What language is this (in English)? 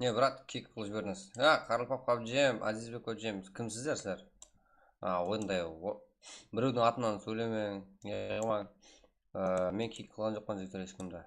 Kara-Kalpak